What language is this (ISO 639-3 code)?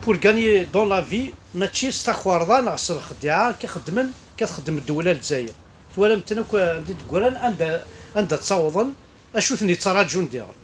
kab